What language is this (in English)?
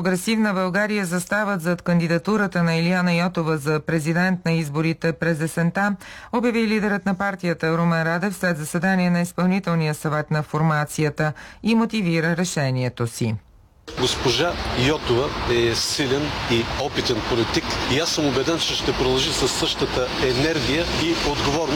Bulgarian